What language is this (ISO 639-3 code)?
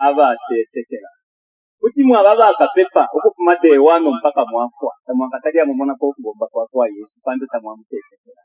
bem